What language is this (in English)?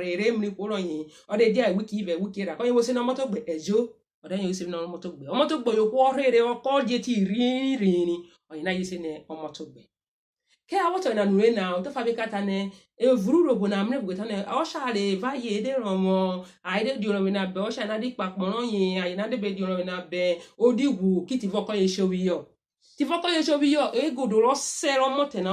Urhobo